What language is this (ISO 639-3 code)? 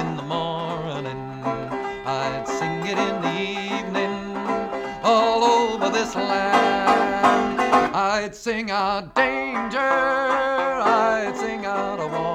eng